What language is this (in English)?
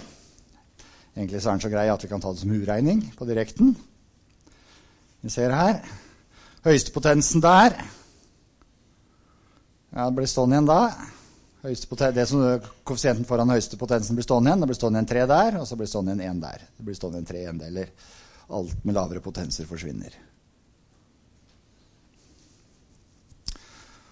Norwegian